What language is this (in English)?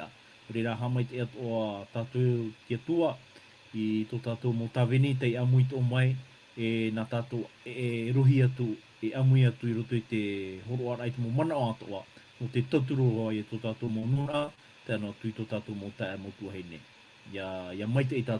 Tahitian